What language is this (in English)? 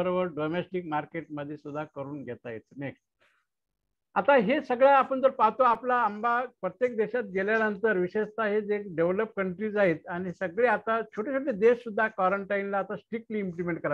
Marathi